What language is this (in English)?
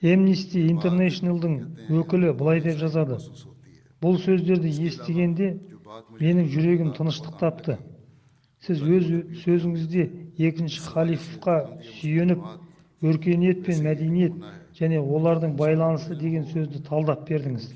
Kazakh